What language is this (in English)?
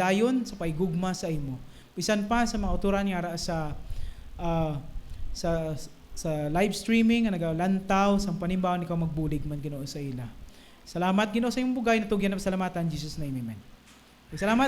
Hiligaynon